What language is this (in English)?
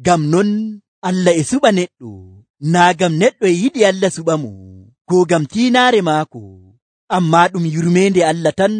Nigerian Fulfulde